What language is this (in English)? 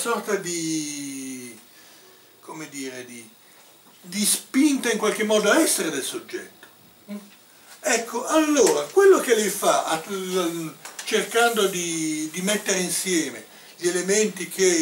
Italian